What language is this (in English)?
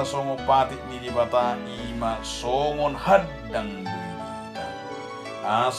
Batak Toba